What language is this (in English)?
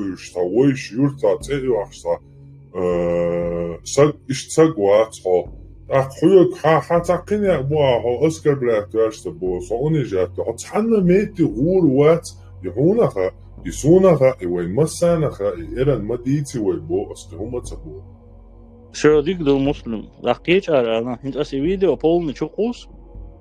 Chechen